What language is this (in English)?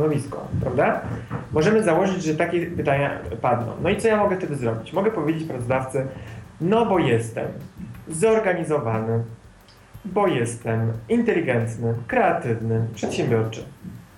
Polish